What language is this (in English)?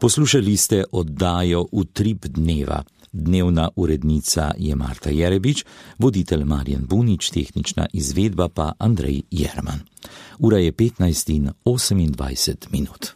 Slovenian